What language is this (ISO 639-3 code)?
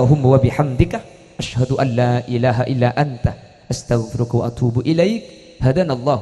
mad